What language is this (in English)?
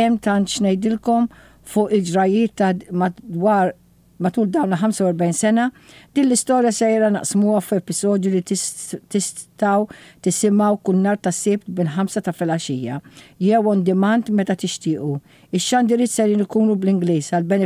Maltese